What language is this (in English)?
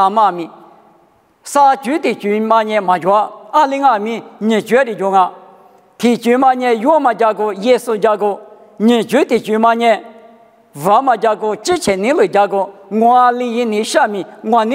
Lisu